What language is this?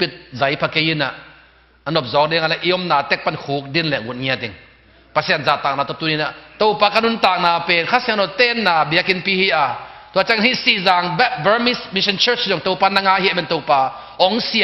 Tedim Chin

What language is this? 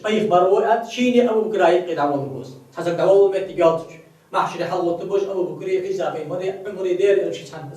Ingush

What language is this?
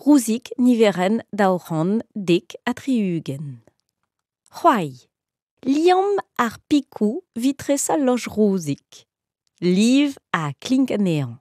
Breton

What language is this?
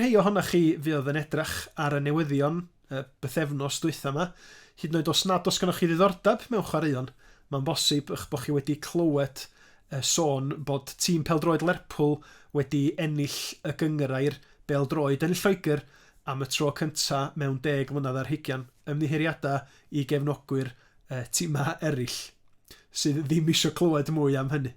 Welsh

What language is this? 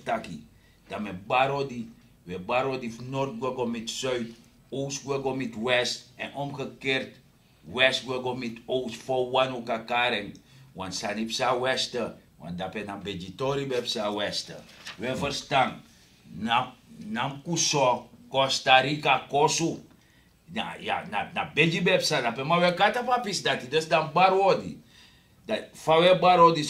Sranan Tongo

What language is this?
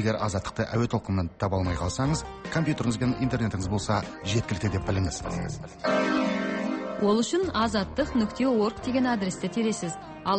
Kazakh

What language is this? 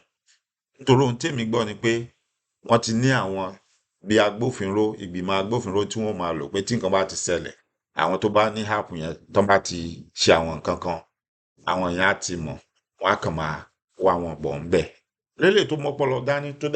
Yoruba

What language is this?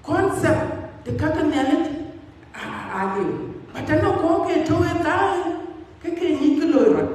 Dinka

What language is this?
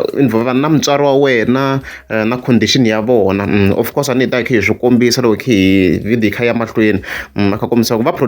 Tsonga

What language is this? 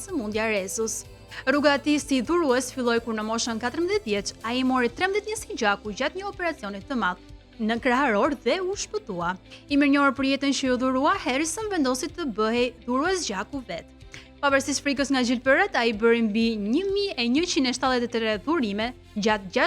Albanian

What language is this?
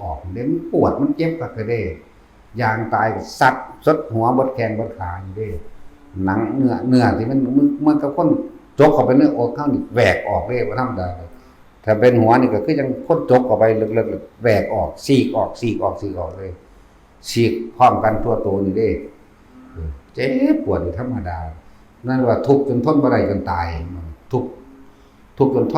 Northeastern Thai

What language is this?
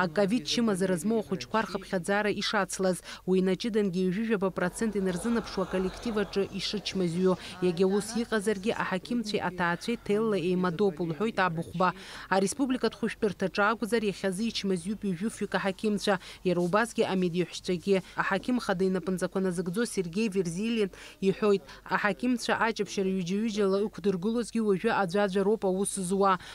Abkhazian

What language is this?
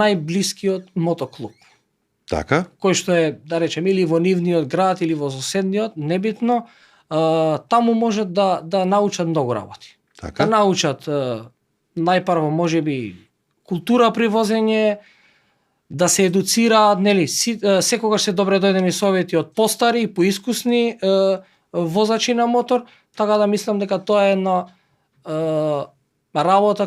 Macedonian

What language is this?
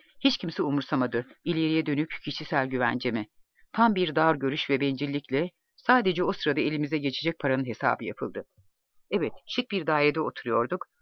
Turkish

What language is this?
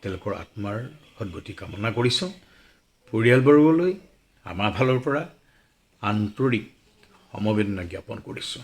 Assamese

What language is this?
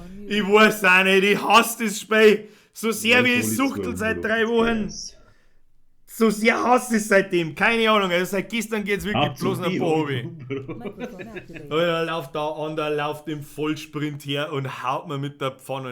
Bavarian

